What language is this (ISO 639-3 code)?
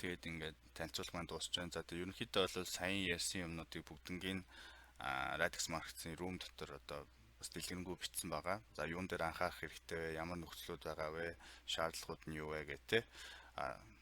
mon